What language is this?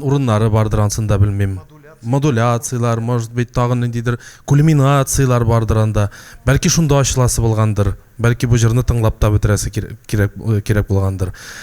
Tatar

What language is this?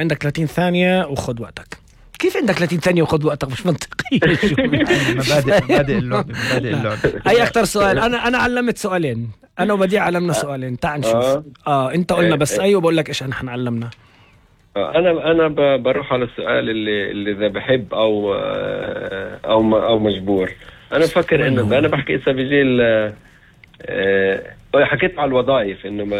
North Levantine Arabic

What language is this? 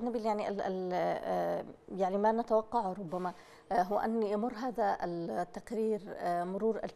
Arabic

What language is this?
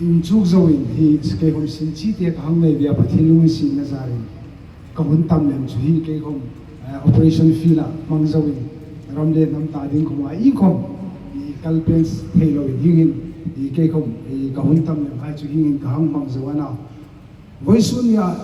Hmar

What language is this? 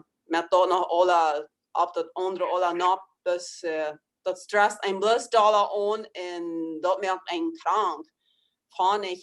Plautdietsch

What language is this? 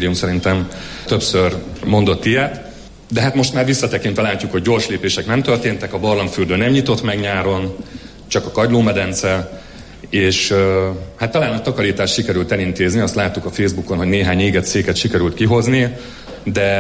Hungarian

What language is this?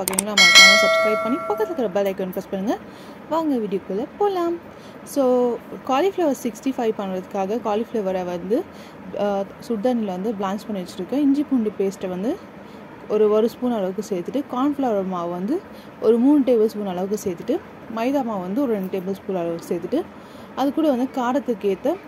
Tamil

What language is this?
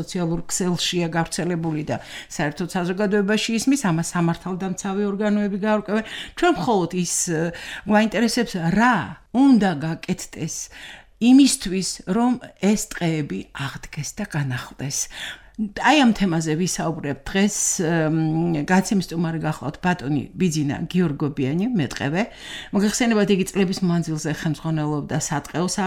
Georgian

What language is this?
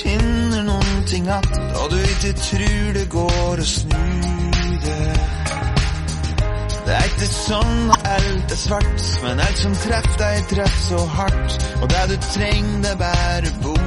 Norwegian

